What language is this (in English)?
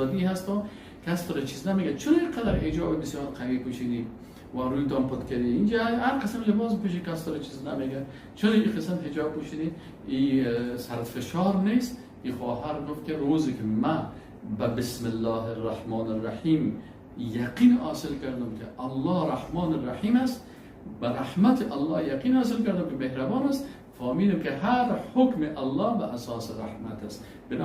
Persian